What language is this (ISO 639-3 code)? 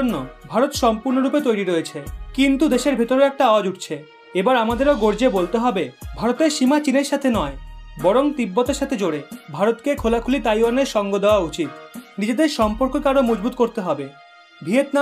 ben